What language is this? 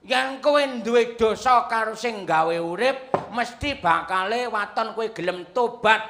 Javanese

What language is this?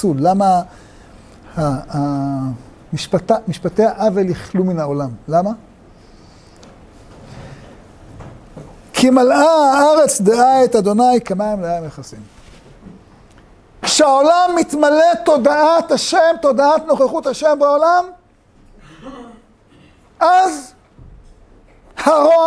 Hebrew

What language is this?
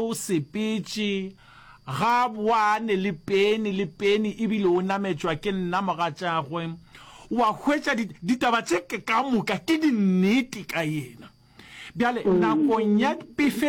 Northern Sotho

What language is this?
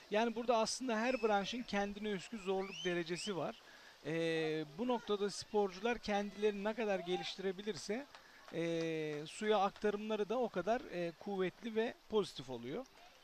Turkish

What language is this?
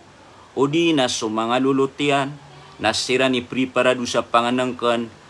Maranao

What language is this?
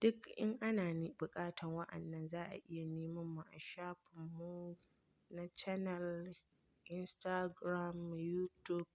Hausa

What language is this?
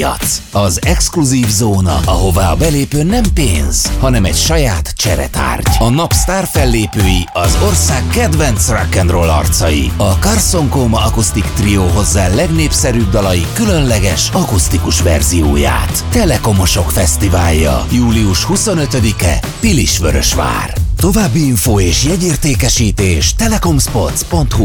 Hungarian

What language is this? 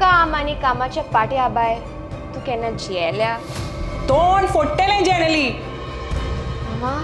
Konkani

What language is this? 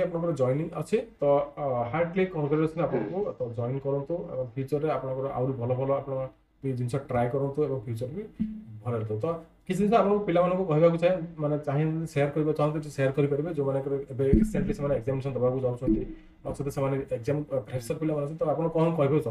Odia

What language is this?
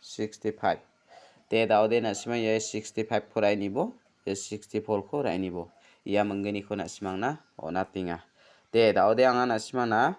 Garo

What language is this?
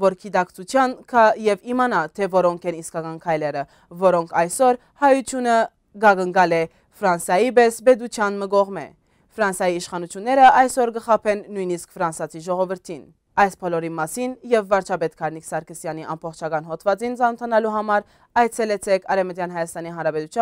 Western Armenian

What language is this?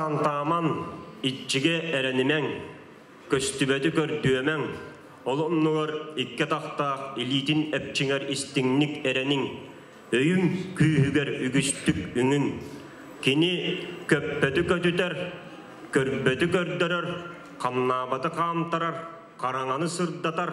Yakut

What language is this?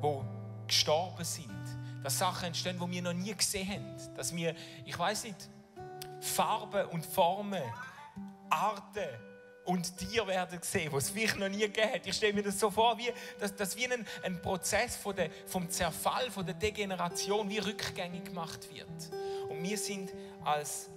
Swiss German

